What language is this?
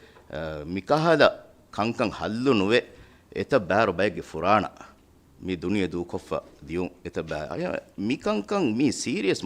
Divehi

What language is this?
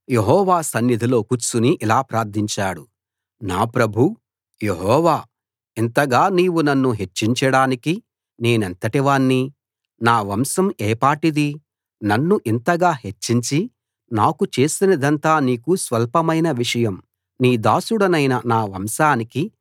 Telugu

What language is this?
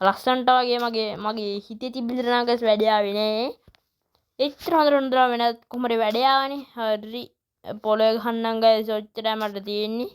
Sinhala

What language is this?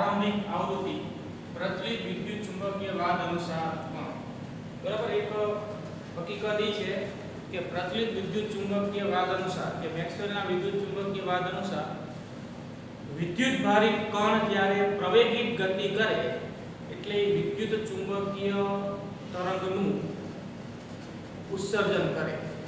Gujarati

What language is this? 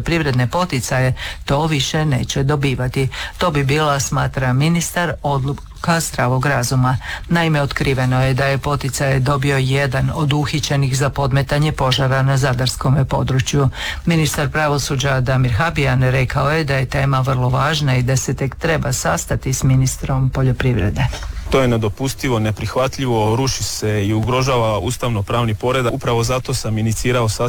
Croatian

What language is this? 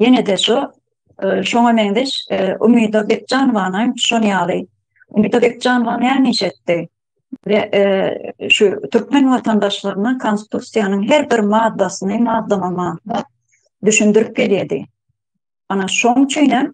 Turkmen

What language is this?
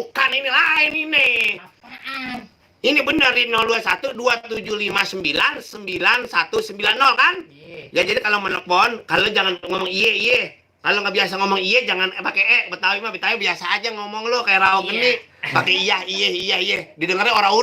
Betawi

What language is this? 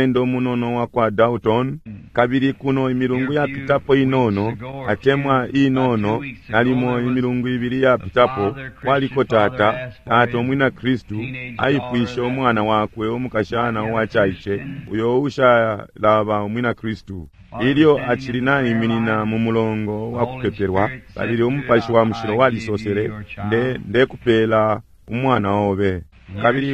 Bemba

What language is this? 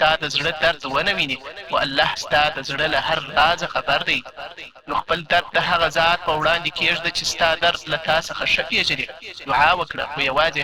Pashto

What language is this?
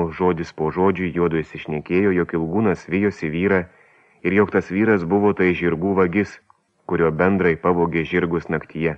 Lithuanian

